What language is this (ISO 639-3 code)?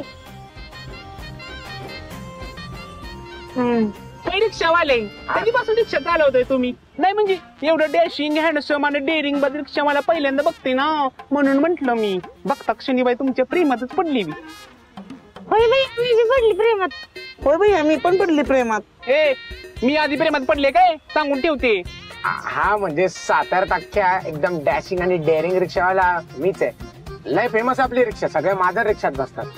mar